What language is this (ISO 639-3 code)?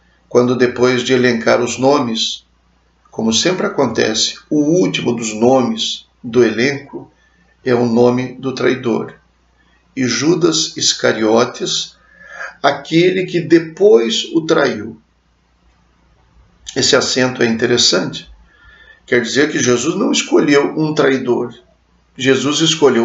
por